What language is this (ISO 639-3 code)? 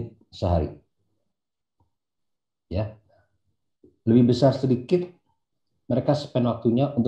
ind